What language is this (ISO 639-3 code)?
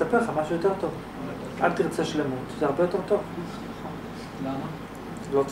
heb